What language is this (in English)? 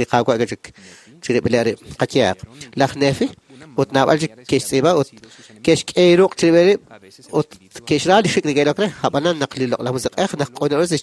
Kekchí